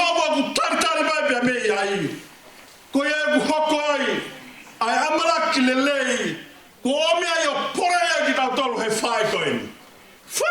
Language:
Tongan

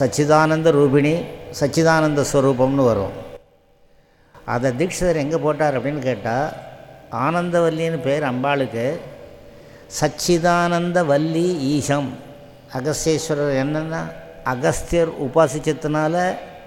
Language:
Tamil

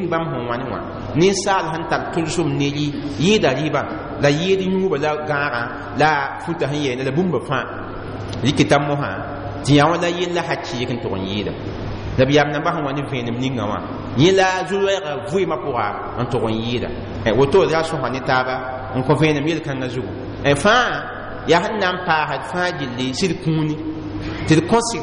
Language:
Mossi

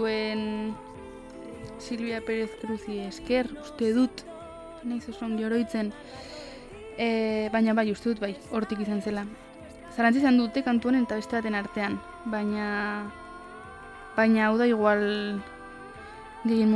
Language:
Basque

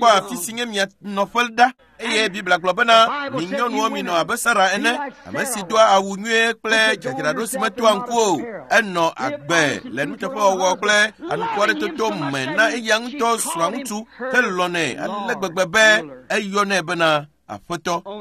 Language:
Ewe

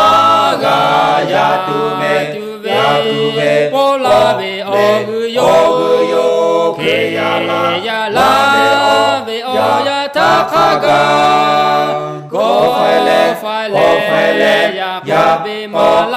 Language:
Lahu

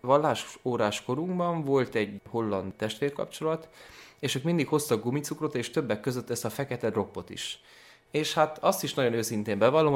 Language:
Hungarian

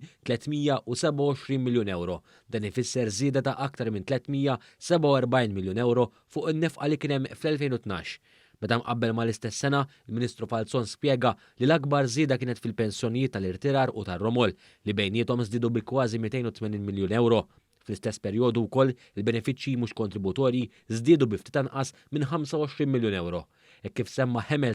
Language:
Maltese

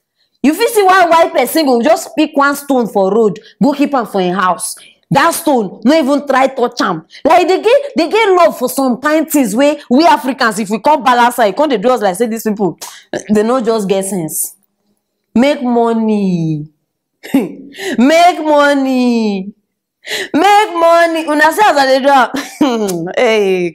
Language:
Nigerian Pidgin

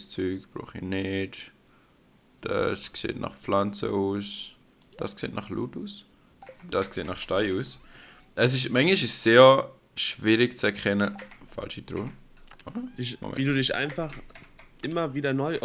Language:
Swiss German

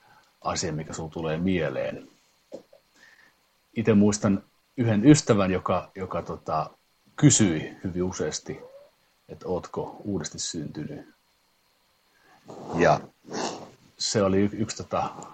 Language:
Finnish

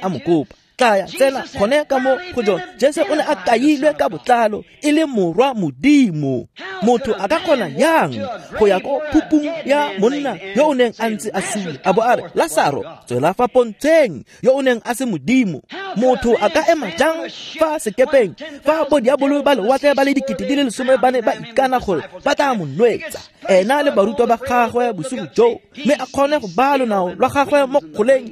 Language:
Tswana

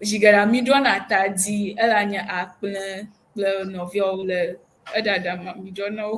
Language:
Ewe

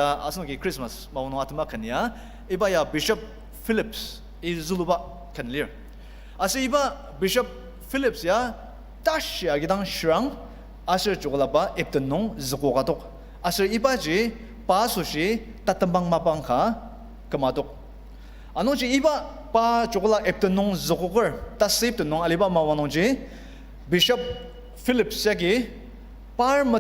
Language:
Ao Naga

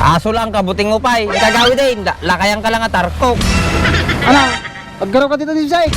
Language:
Iloko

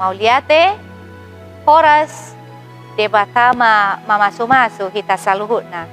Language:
Batak Toba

